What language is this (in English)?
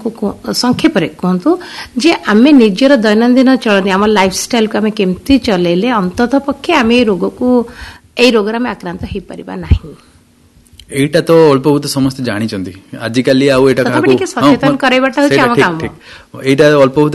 Odia